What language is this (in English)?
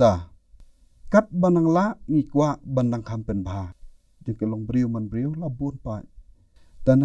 Khasi